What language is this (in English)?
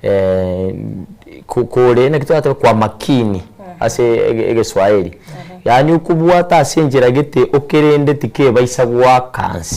Gusii